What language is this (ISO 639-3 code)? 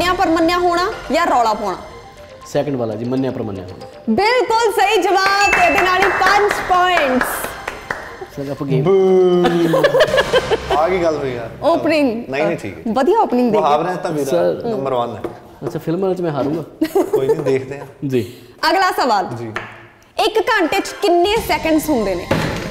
pan